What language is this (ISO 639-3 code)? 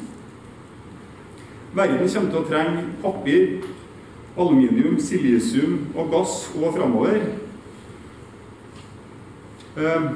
nor